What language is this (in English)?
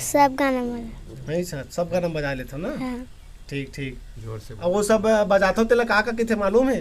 Chhattisgarhi